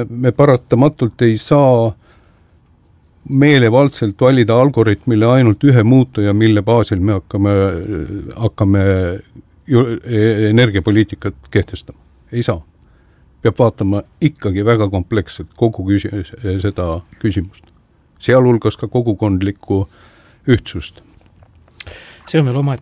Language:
Estonian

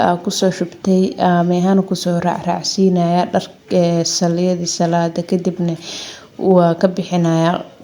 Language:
Somali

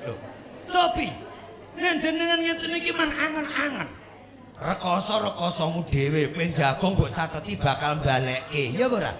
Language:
Javanese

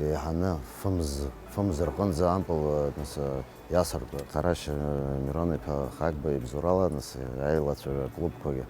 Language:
Abkhazian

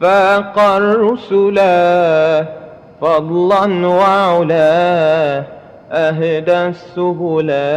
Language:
Madurese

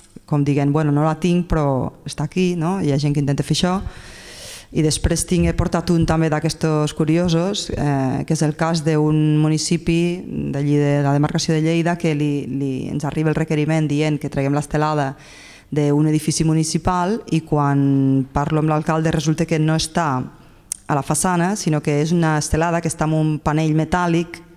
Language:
Catalan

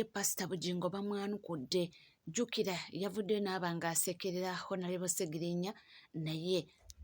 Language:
Ganda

